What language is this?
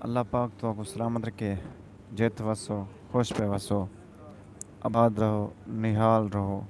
Saraiki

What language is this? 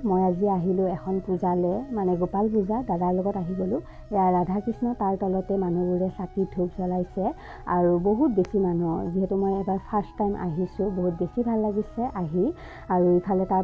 Assamese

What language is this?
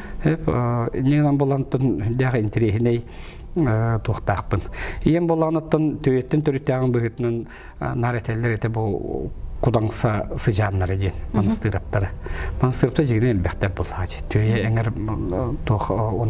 Yakut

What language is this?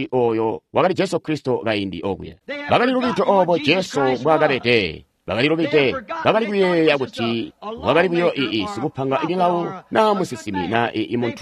Tonga (Zambia)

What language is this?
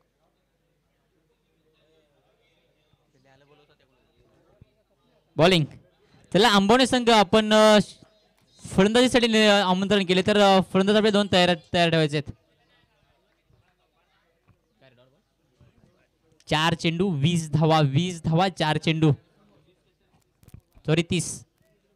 Marathi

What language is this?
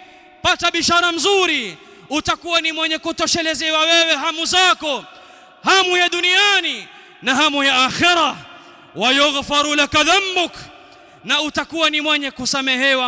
Swahili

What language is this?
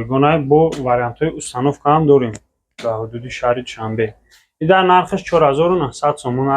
Tajik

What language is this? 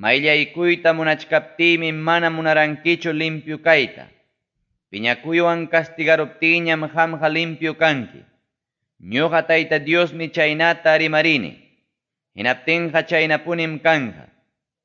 Ayacucho Quechua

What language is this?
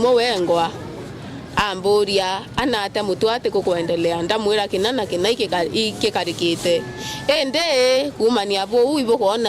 Meru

